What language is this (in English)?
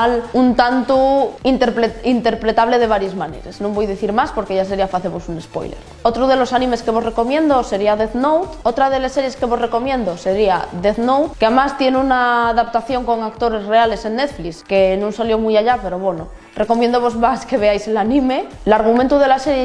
Asturian